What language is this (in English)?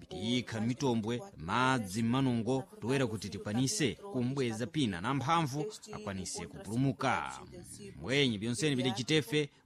Sena